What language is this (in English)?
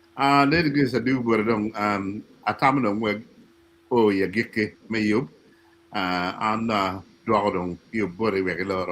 Acoli